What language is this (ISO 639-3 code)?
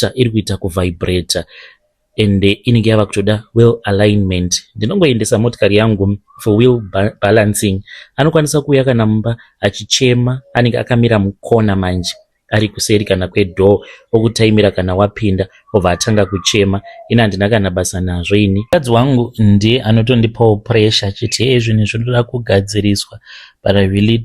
sna